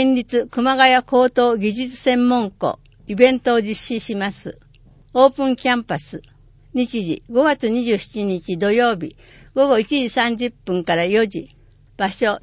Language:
Japanese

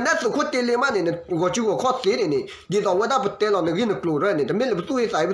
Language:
S'gaw Karen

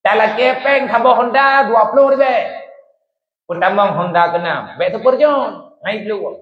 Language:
Achinese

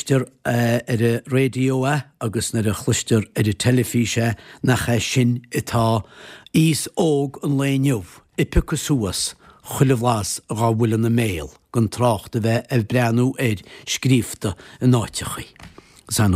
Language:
Irish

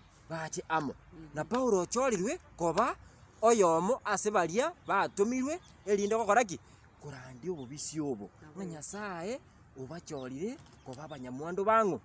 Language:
Gusii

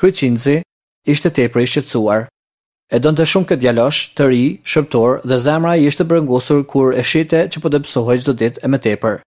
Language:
Albanian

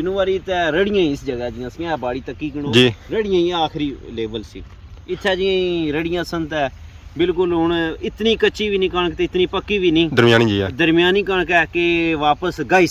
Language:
Pahari-Potwari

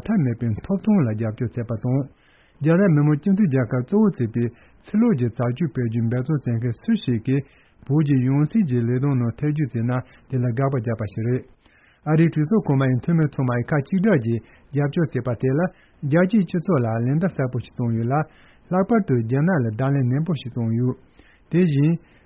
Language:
Tibetan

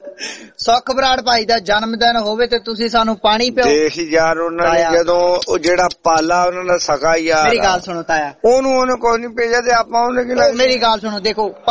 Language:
Punjabi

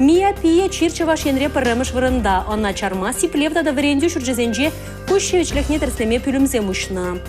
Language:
Chuvash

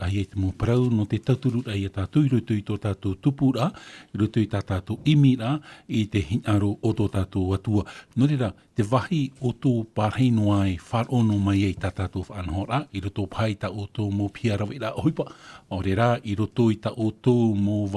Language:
Tahitian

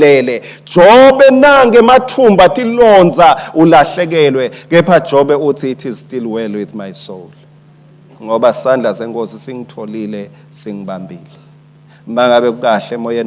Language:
Swati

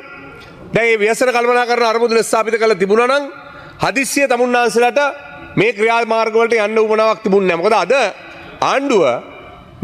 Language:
Sinhala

